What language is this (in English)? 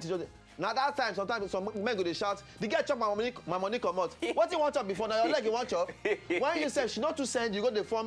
Nigerian Pidgin